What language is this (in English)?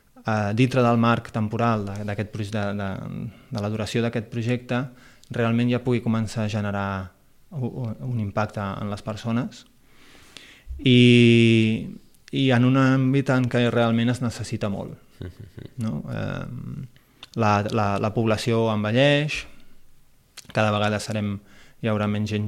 Catalan